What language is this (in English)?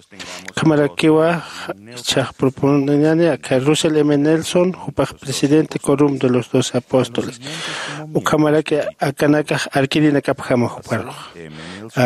Aymara